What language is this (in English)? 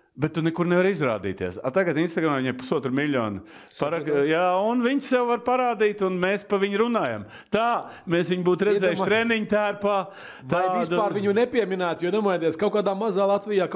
Latvian